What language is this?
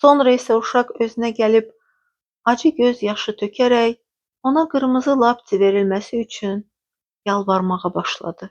Azerbaijani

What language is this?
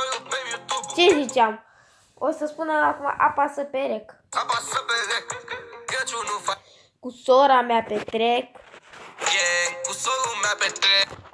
Romanian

